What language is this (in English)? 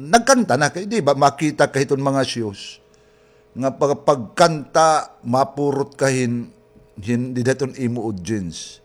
Waray